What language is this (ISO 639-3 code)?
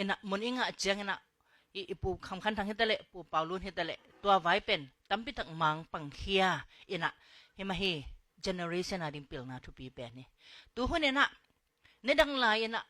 ctd